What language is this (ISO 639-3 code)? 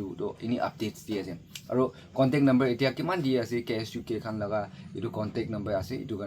nag